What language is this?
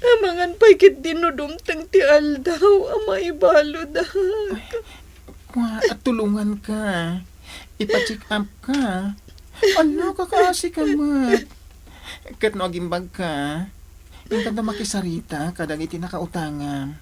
Iloko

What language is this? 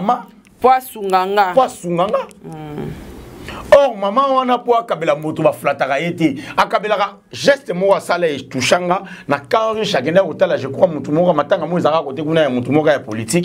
Lingala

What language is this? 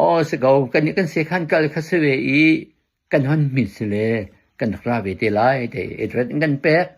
Hakha Chin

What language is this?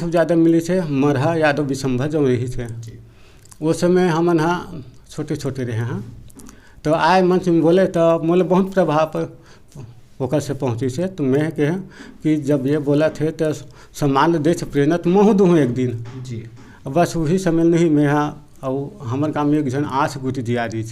Chhattisgarhi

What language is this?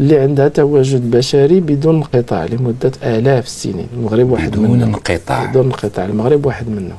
Moroccan Arabic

